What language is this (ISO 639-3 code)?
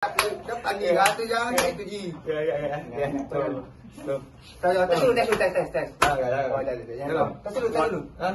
mui